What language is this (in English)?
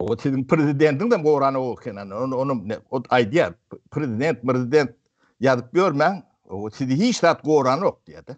Turkmen